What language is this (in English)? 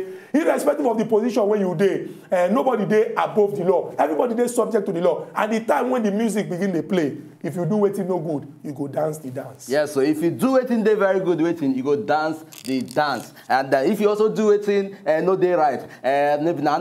Nigerian Pidgin